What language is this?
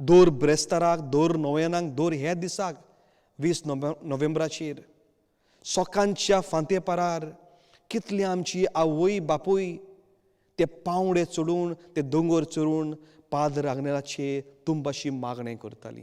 Konkani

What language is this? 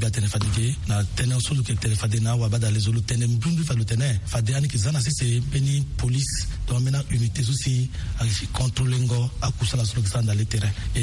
Sango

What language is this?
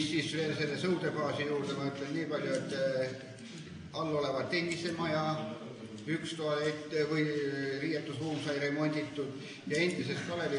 Estonian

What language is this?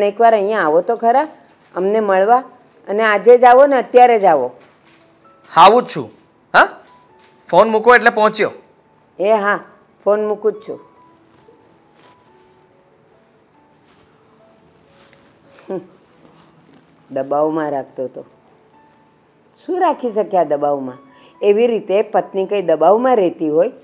Gujarati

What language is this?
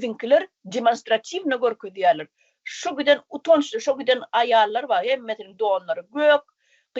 Turkmen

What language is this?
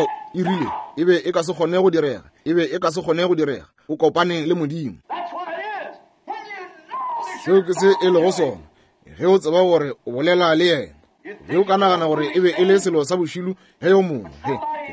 Northern Sotho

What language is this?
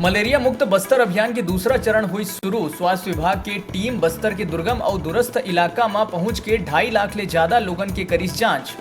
Chhattisgarhi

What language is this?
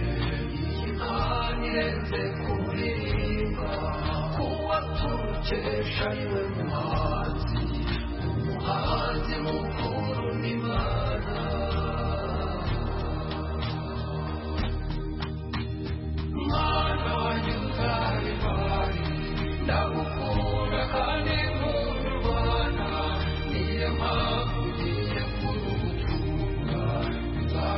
Kinyarwanda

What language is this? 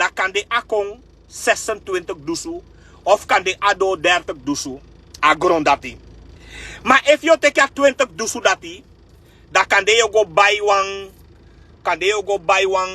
Sranan Tongo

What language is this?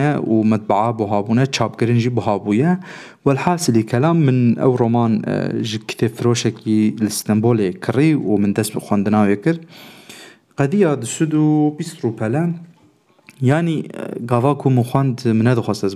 Kurdish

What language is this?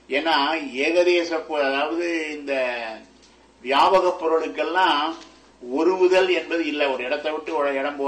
Tamil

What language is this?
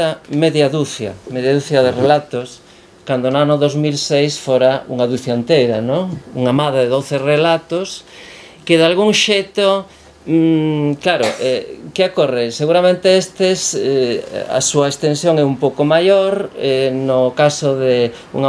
Galician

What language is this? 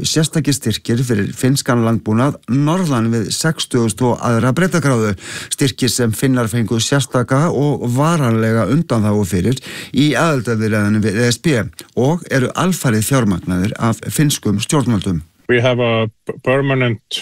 Icelandic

